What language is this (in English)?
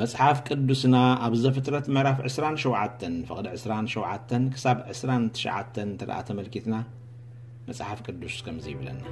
Tigrinya